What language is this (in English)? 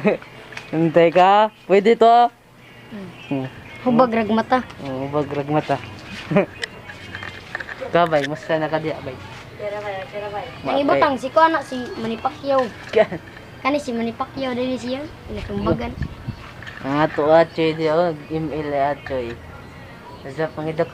Cebuano